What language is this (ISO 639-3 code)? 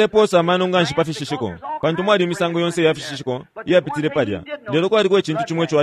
bem